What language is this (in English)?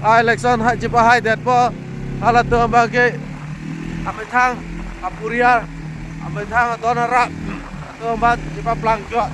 Karbi